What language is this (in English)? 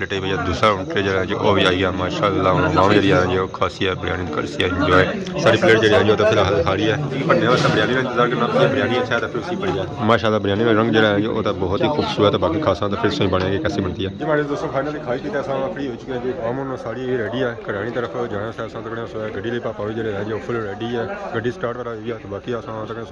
Pahari-Potwari